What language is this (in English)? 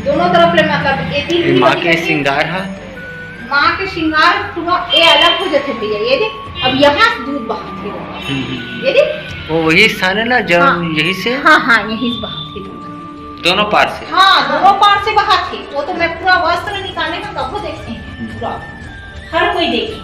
Chhattisgarhi